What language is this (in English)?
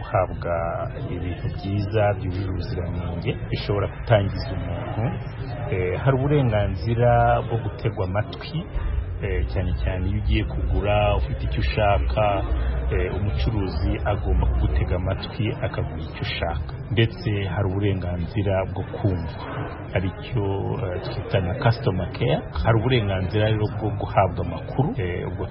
Kinyarwanda